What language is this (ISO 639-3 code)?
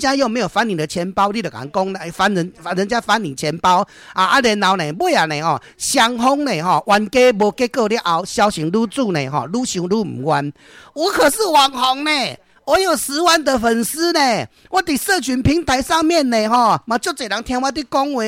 nan